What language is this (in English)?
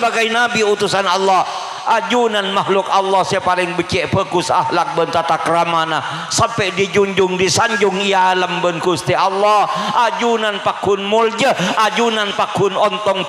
Madurese